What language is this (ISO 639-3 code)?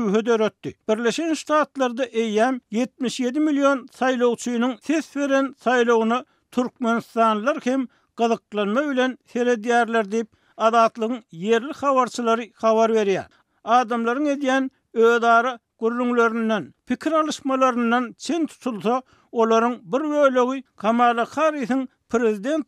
tuk